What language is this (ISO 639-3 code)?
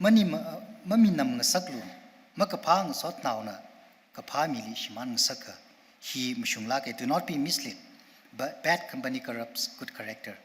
nmf